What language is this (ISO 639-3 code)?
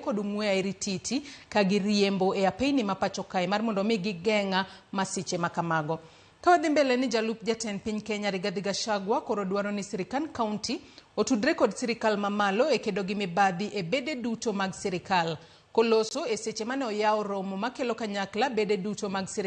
luo